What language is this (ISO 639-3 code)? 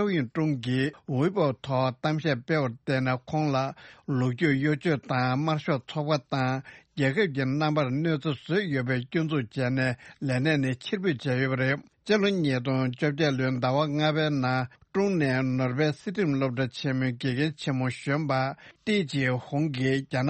bod